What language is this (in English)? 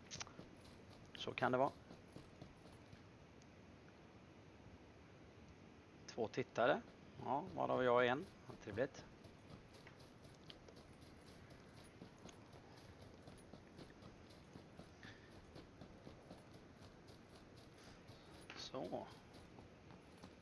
Swedish